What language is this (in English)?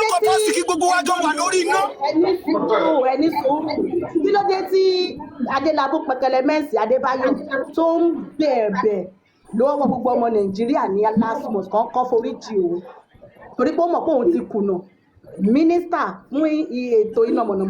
Yoruba